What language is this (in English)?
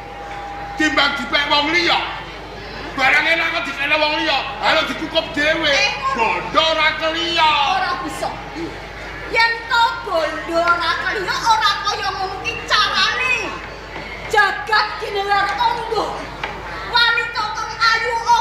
Javanese